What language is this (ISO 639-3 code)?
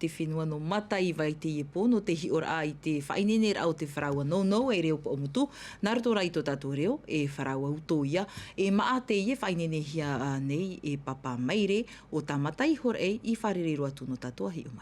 tah